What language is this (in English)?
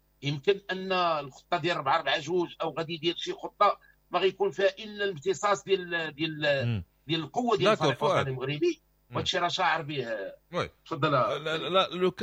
Moroccan Arabic